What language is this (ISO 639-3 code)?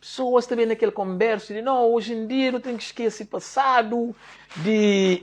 kea